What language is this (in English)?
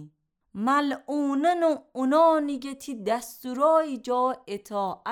Gilaki